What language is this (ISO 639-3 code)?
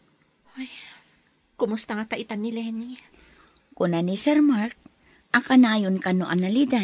ilo